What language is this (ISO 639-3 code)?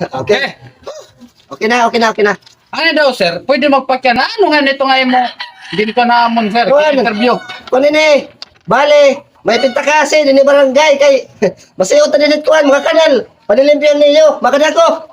war